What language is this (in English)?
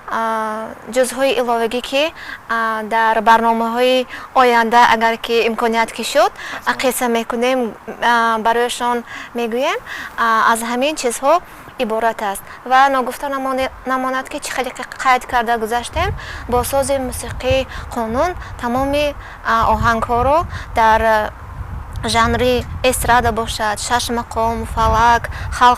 Tajik